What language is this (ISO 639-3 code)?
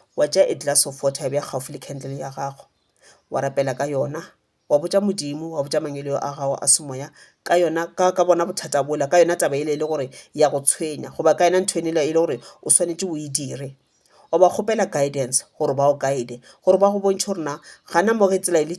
nso